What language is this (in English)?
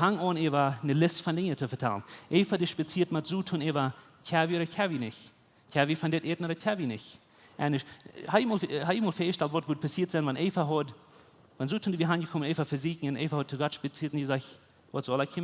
Plautdietsch